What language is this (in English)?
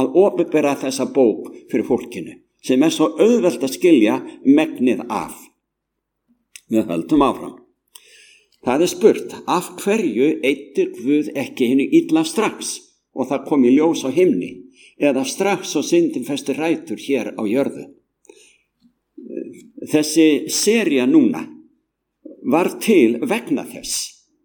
Icelandic